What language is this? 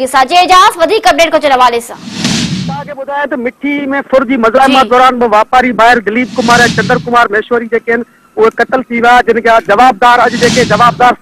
Sindhi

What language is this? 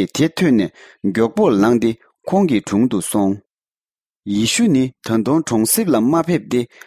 Tibetan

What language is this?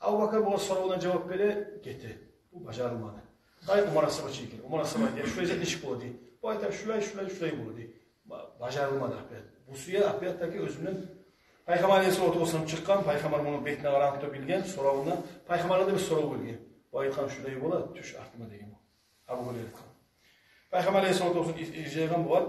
Kumyk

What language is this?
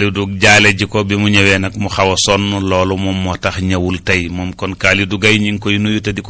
Wolof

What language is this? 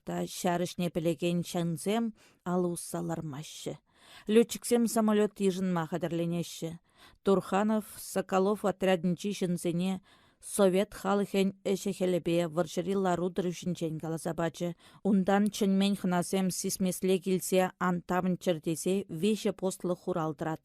Chuvash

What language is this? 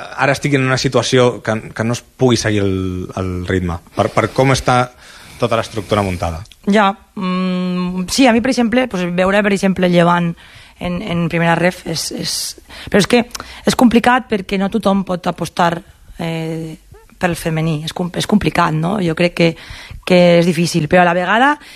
Catalan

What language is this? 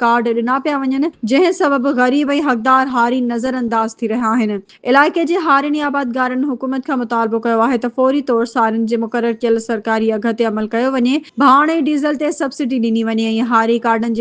Sindhi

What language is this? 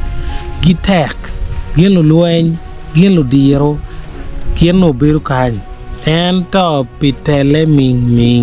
Acoli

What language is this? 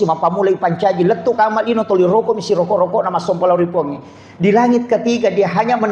Buginese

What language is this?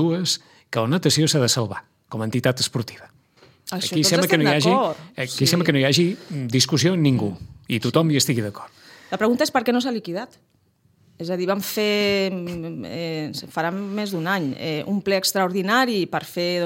Catalan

